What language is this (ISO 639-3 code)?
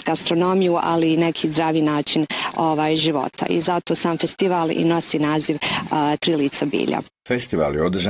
bos